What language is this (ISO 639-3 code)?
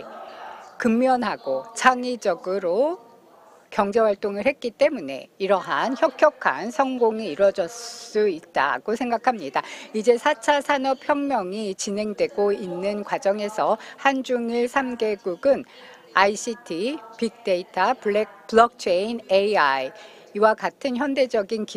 kor